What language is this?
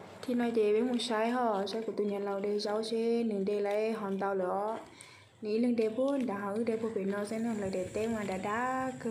Hmong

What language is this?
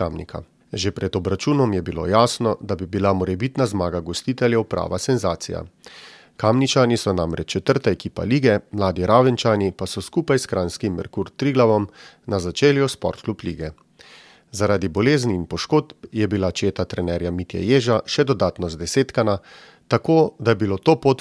Slovenian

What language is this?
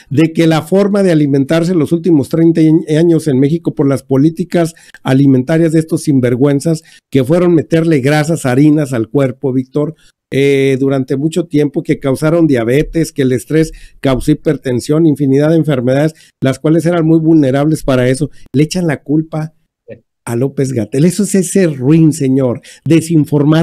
Spanish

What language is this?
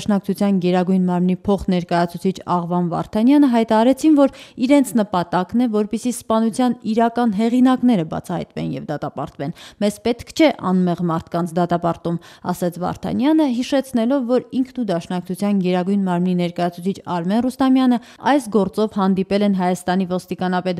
Armenian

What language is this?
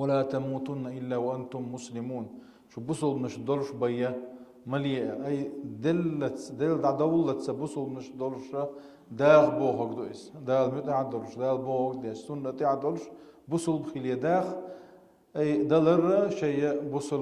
Chechen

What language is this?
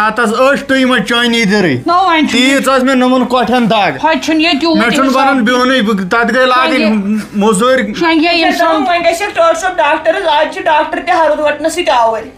Kashmiri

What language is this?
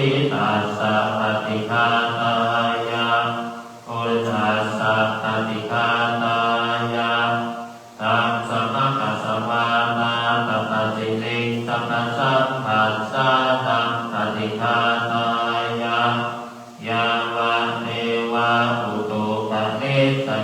Pali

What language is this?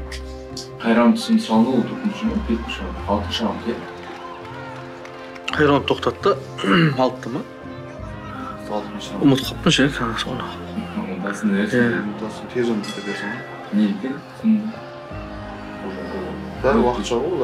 Kazakh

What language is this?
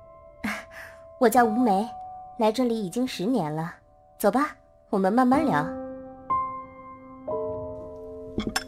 Chinese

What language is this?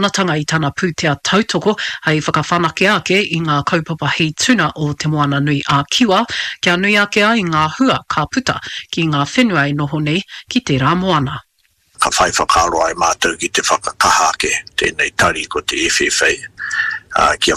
Māori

